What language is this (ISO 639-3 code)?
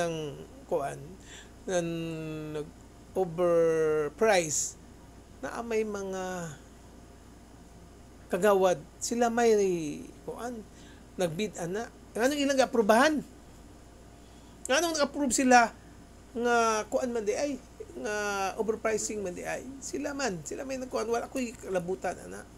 ceb